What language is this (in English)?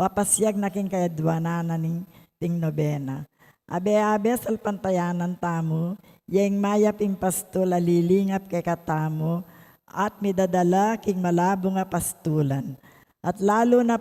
Pampanga